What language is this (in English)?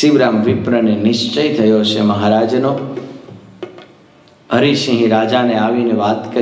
Gujarati